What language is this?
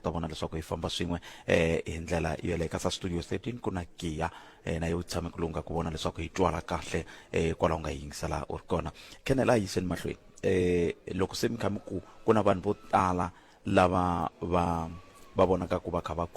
Tsonga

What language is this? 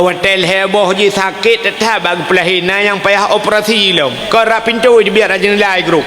Achinese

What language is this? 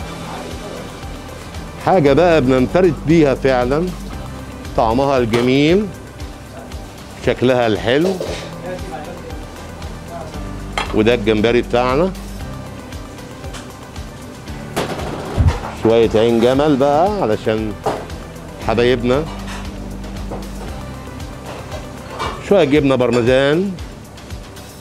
Egyptian Arabic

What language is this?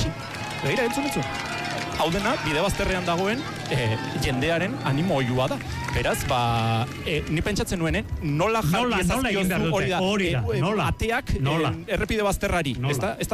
Basque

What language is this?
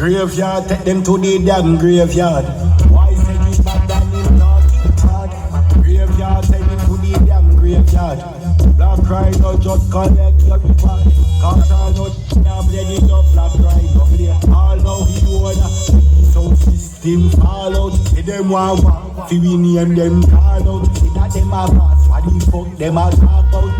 Jamaican Creole English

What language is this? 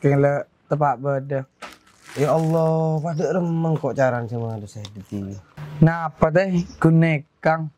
Madurese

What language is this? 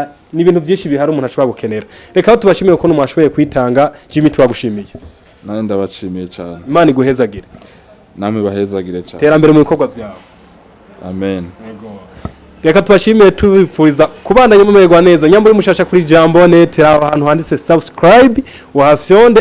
Rundi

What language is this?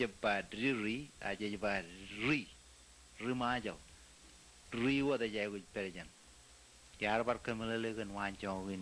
Marshallese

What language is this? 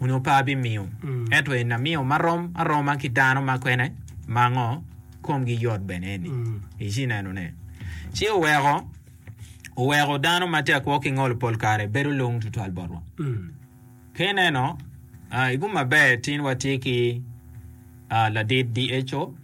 Acoli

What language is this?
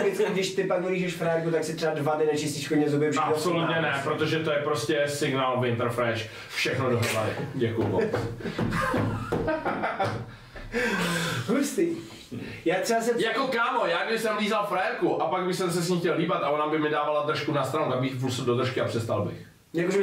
Czech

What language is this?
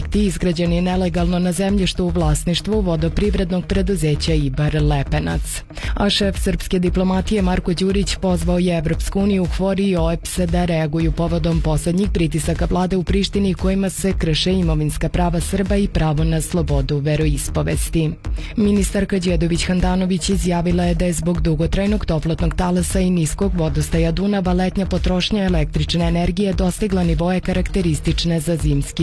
Serbian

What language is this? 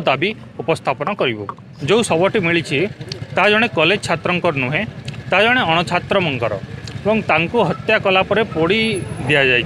Odia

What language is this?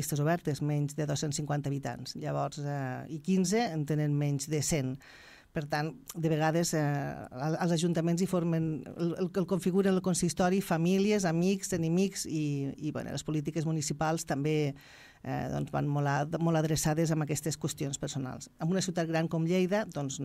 Catalan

